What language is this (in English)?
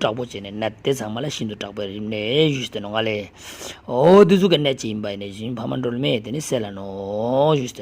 Tibetan